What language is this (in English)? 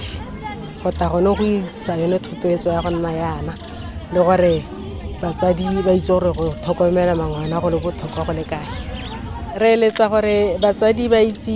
Tswana